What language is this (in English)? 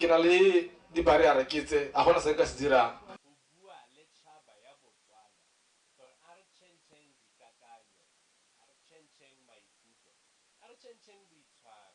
Tswana